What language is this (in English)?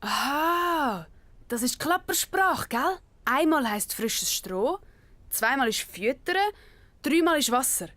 Swiss German